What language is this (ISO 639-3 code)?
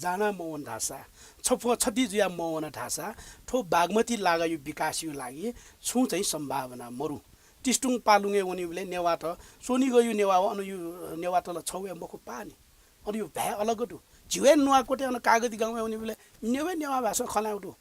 new